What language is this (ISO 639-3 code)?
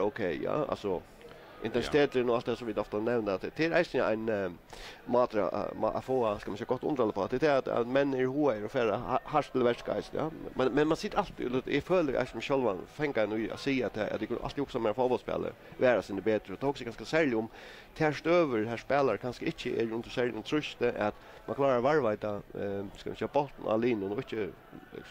fao